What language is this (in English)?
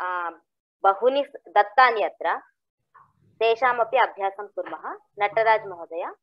Sanskrit